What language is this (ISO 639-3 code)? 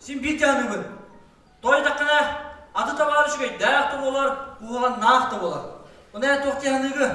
sah